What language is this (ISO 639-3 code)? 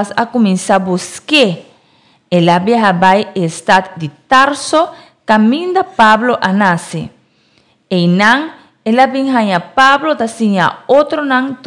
pap